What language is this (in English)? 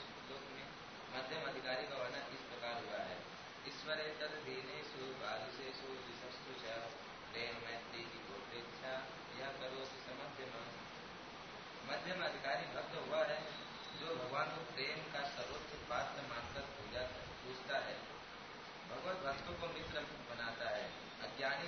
Hindi